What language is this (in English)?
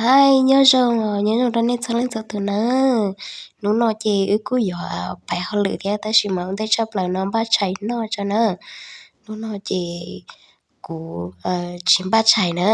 Hmong